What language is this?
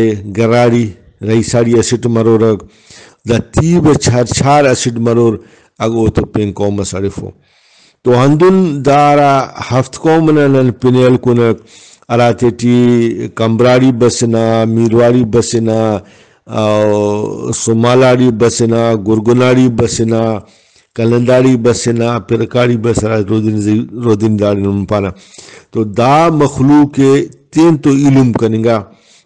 Brahui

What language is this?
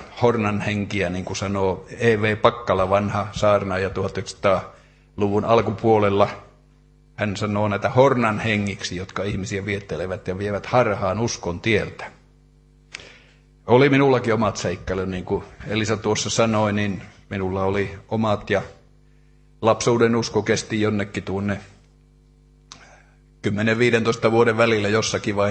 Finnish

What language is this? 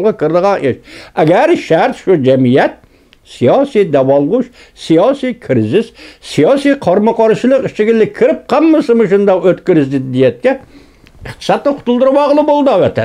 Uyghur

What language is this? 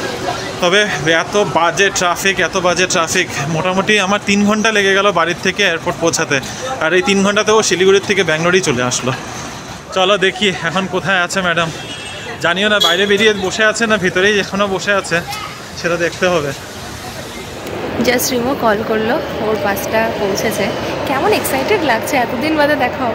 Bangla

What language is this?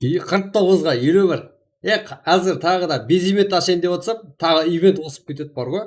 Kara-Kalpak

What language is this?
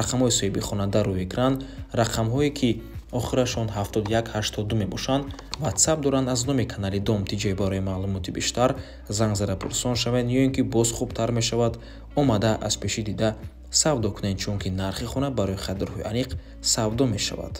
Tajik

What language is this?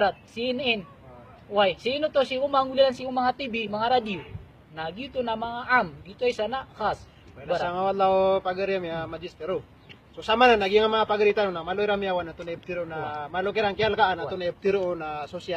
Maranao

